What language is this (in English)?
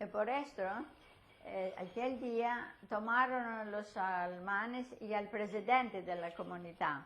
Ladino